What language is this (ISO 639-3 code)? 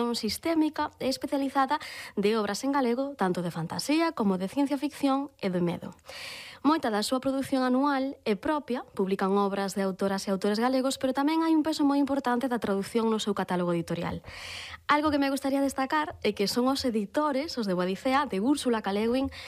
glg